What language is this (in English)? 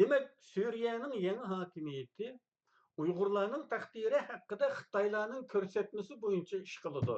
Uyghur